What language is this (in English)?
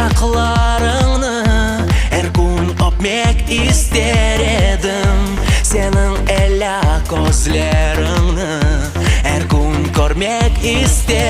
Crimean Tatar